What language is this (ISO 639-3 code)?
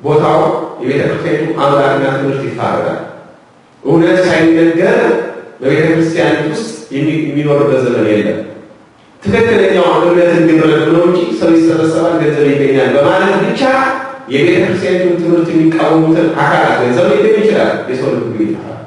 amh